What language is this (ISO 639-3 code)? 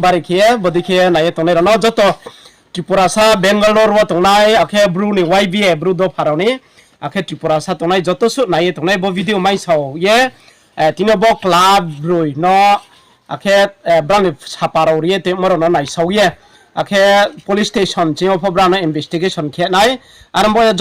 ria